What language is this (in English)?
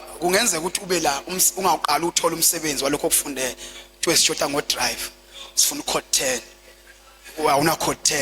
Zulu